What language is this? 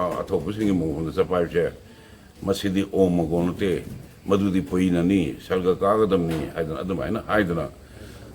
Manipuri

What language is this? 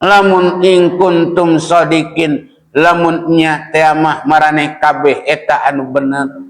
Sundanese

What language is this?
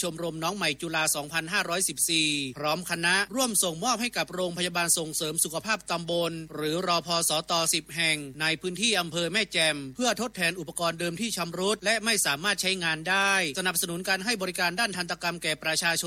Thai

